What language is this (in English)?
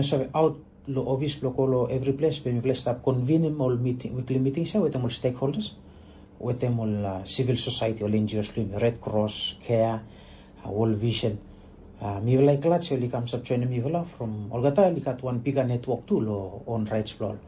Tok Pisin